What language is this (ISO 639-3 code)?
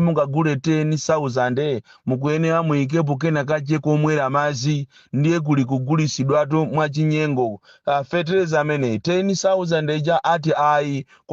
nya